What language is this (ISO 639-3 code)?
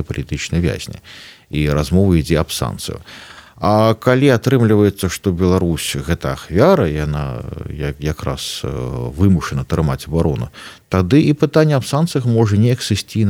bel